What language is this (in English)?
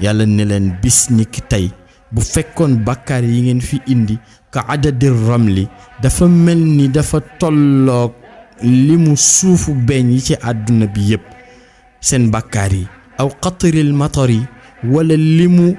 Wolof